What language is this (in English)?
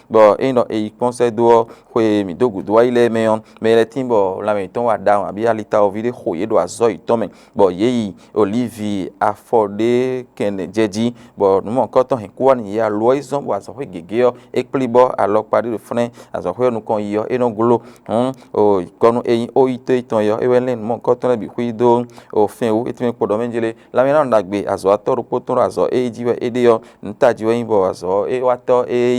Fon